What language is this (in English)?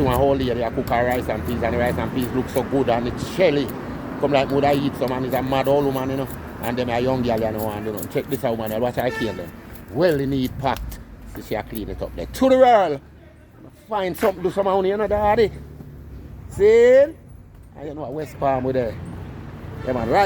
Jamaican Creole English